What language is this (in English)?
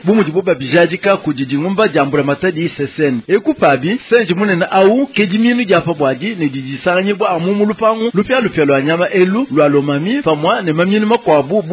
Luba-Lulua